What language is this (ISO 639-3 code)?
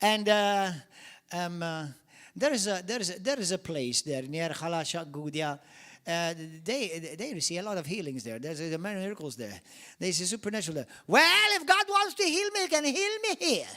eng